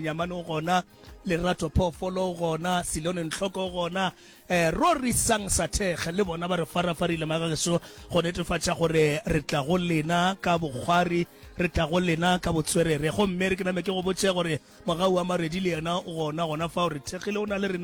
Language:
Northern Sotho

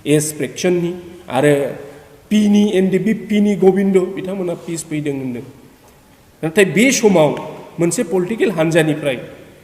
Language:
Bodo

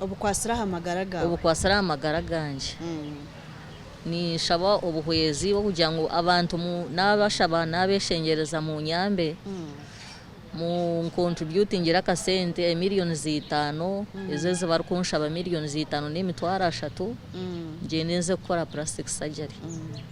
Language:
Nyankole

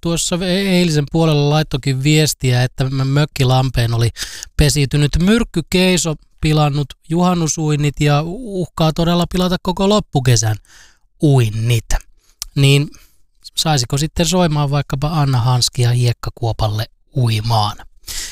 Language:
Finnish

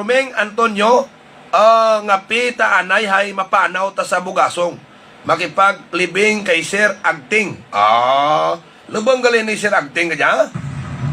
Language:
Hiligaynon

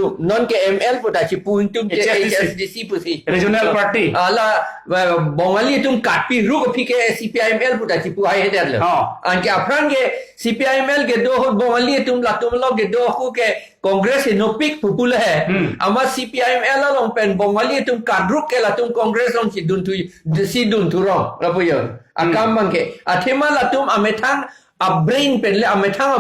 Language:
Karbi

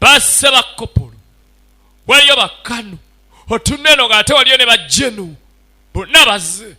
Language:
Ganda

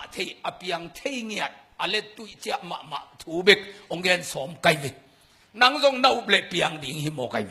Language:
Tedim Chin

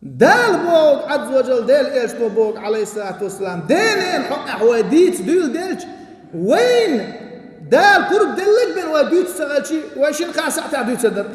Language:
Chechen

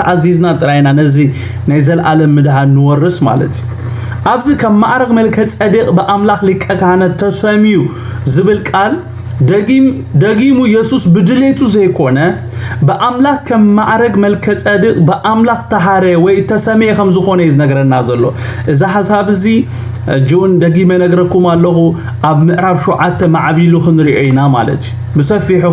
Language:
Tigrinya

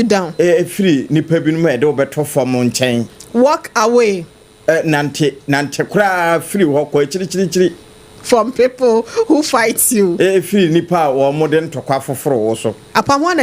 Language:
Akan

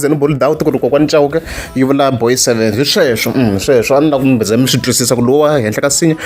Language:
Tsonga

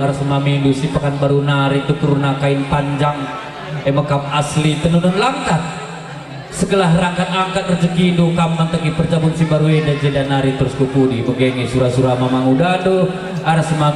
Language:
Batak Karo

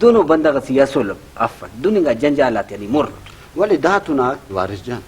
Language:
Brahui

